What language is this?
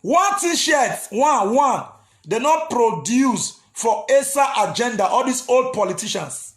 Nigerian Pidgin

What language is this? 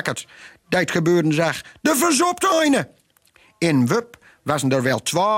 Gronings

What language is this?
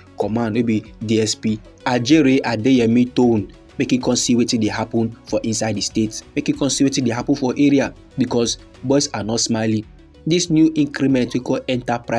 Nigerian Pidgin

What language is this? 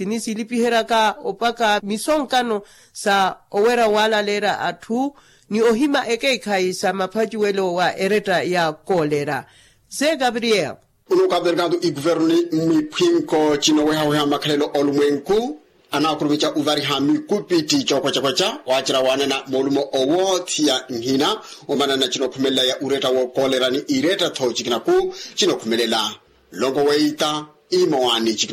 Makhuwa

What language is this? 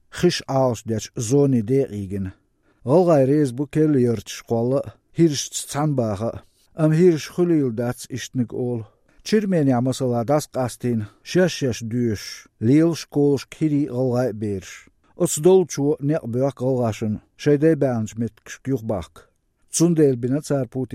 Chechen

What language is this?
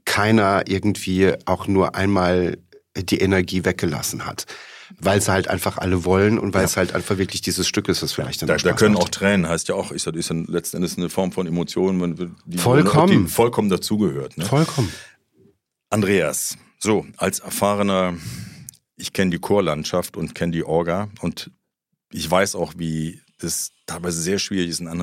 German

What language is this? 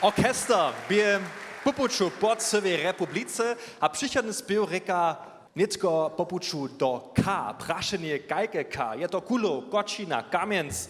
Upper Sorbian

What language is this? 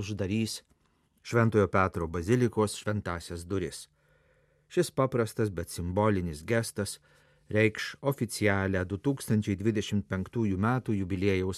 Lithuanian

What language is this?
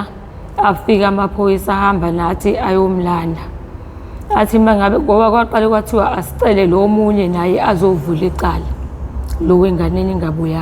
Zulu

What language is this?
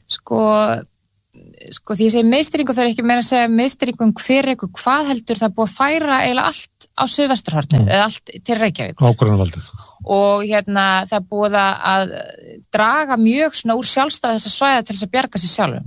Icelandic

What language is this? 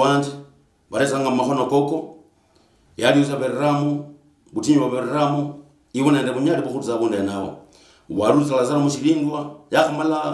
Luyia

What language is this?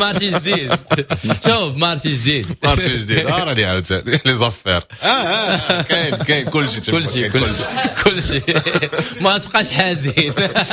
Moroccan Arabic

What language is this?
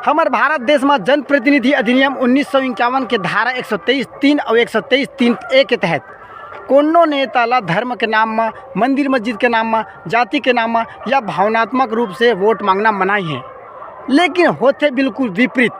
Chhattisgarhi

